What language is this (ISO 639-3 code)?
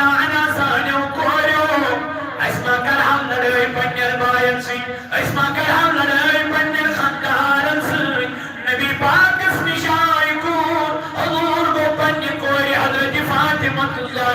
kas